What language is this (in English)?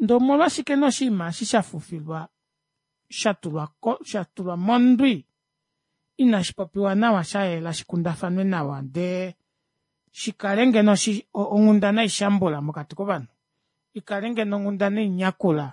Kuanyama